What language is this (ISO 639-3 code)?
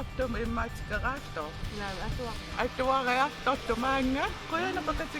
kal